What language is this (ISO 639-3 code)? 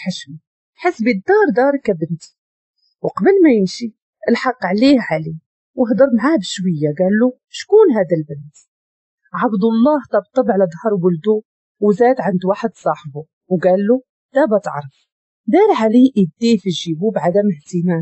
ary